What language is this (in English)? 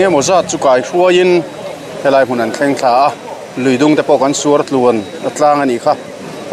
Mizo